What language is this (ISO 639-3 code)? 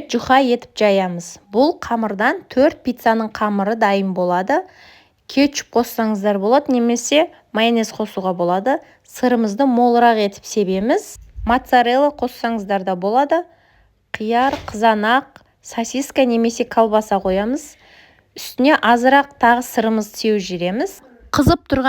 kaz